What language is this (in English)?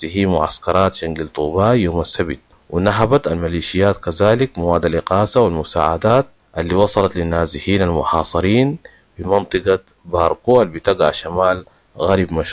Sudanese Arabic